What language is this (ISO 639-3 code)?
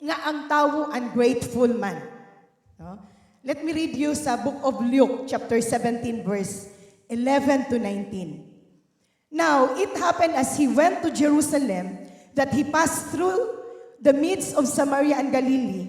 ceb